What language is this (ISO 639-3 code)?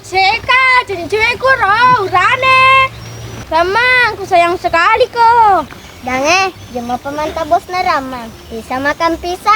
bug